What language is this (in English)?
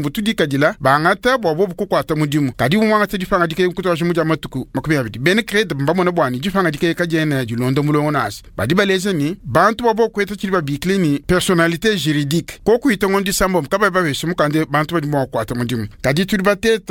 Luba-Lulua